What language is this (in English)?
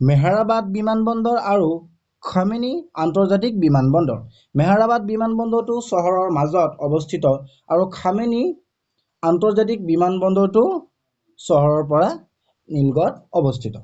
Assamese